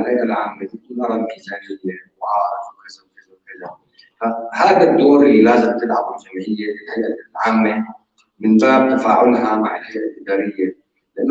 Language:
North Levantine Arabic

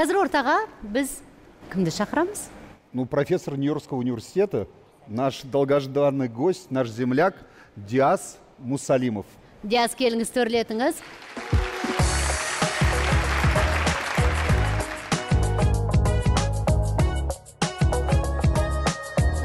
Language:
Kazakh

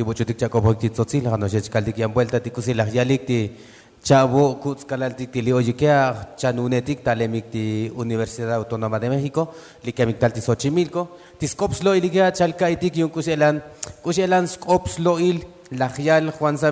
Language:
Tzotzil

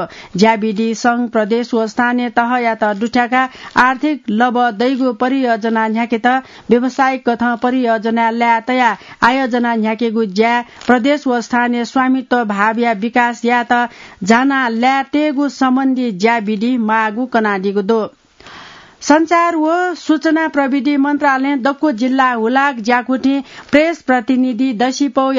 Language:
Newari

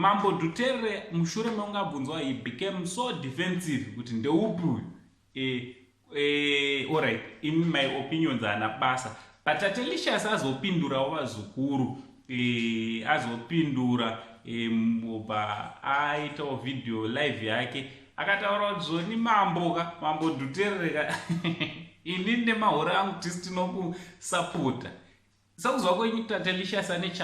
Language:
Shona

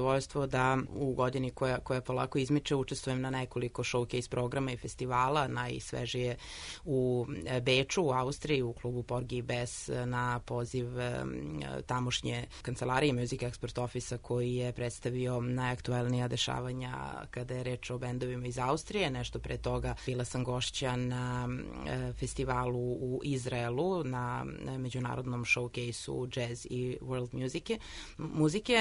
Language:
Serbian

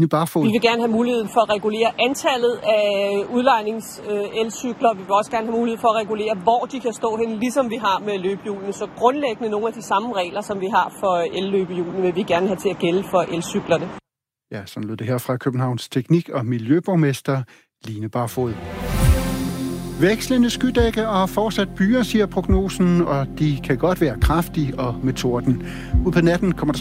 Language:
Danish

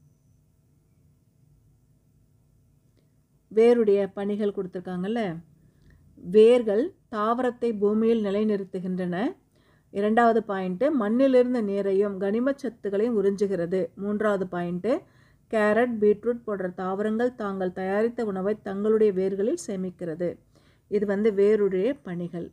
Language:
Tamil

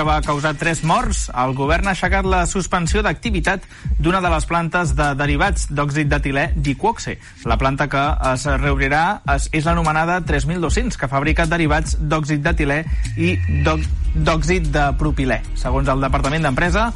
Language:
Catalan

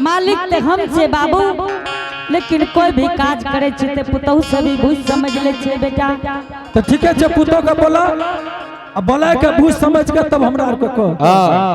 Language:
Angika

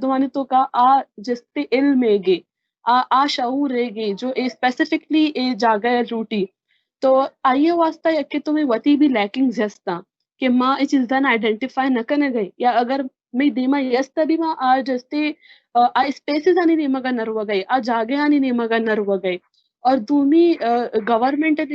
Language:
Baluchi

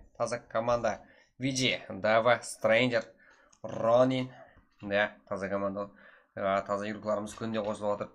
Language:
Kara-Kalpak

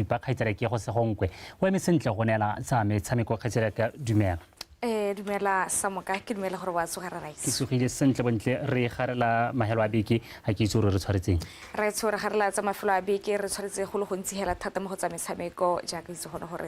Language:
Tswana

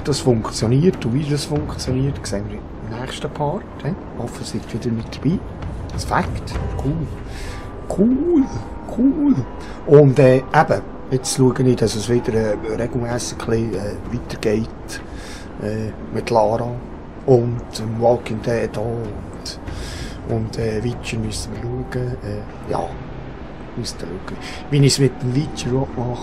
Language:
Swiss German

